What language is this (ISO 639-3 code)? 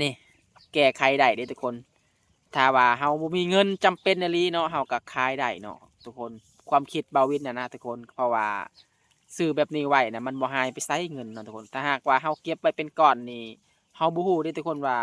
lao